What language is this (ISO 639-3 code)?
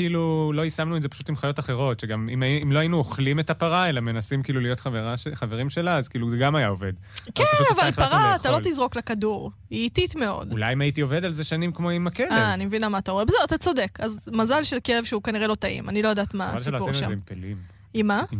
heb